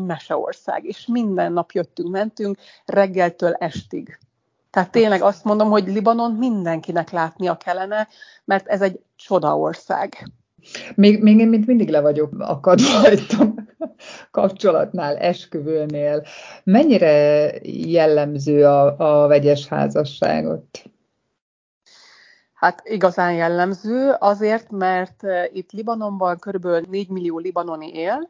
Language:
Hungarian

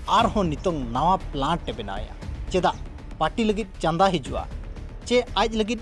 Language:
Santali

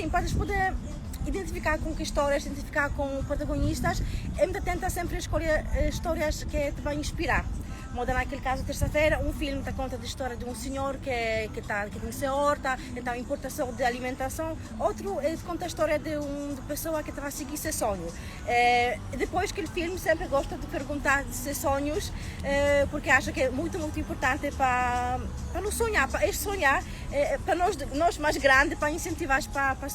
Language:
Kabuverdianu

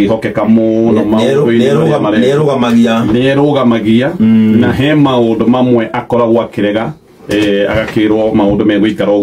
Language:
Kikuyu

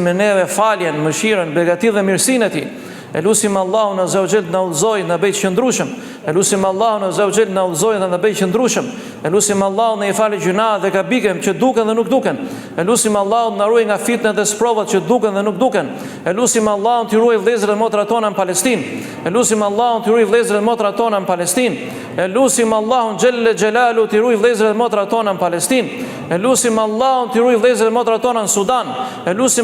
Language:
Albanian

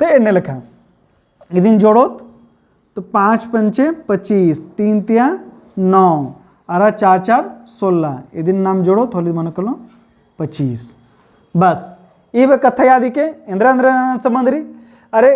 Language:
Kurukh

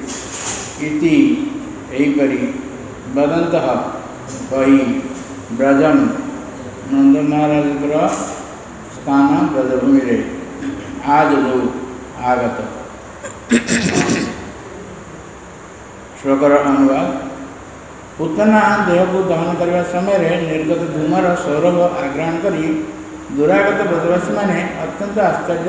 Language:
Odia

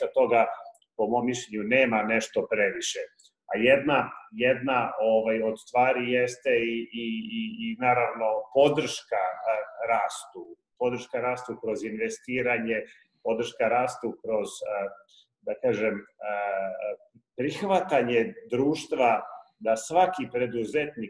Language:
Serbian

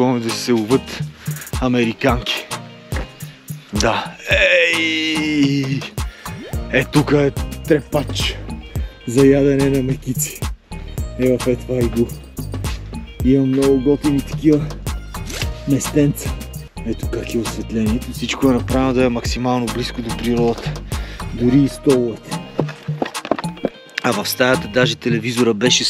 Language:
Bulgarian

